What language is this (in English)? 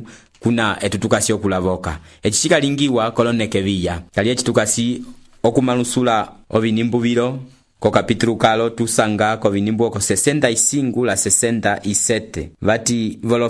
Umbundu